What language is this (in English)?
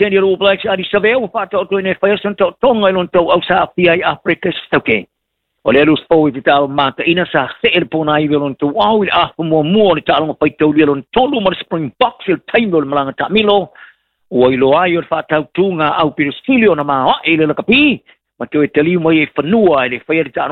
Samoan